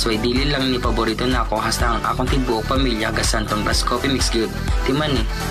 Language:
Cebuano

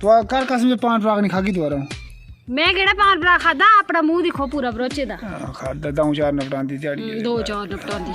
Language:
Dogri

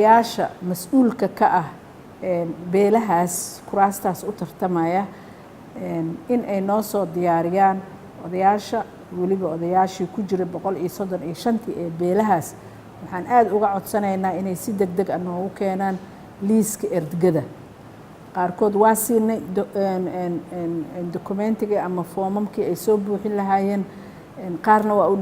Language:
Somali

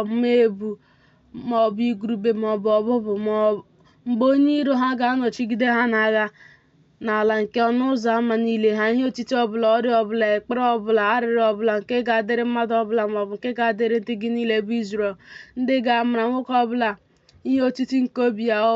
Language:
Igbo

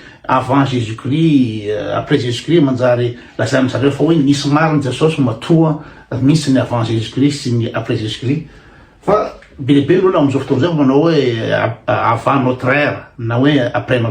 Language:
Malagasy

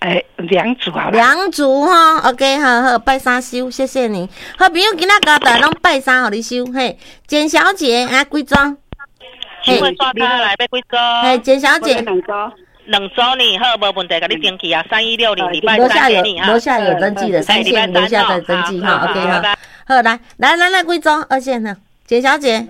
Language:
Min Nan Chinese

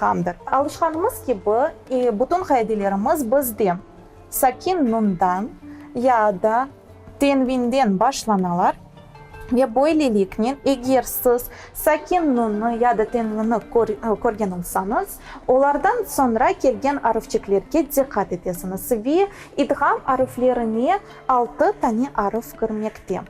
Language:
Crimean Tatar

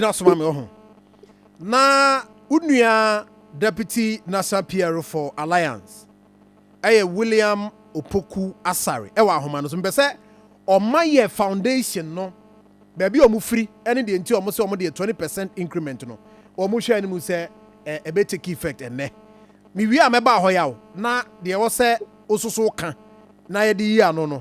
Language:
Akan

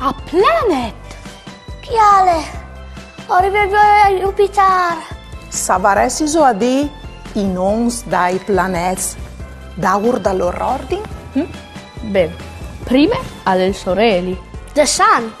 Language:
Friulian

